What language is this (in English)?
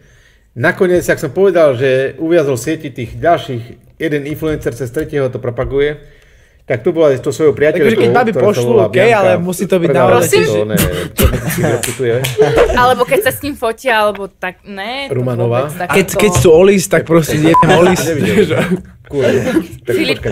Slovak